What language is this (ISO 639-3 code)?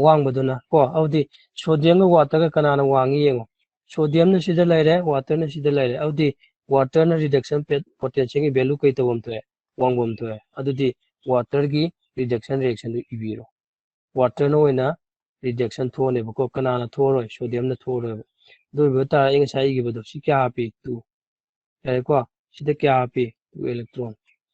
mni